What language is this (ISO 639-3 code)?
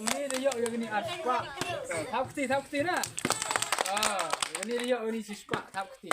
kha